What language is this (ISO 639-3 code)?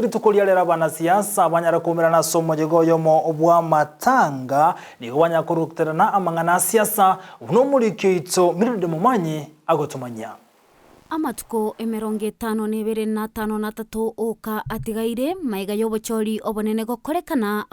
guz